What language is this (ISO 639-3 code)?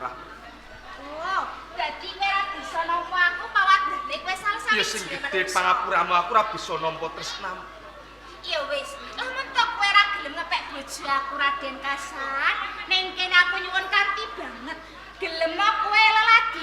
jav